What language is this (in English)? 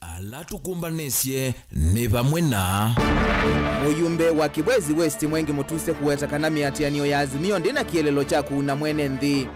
Kamba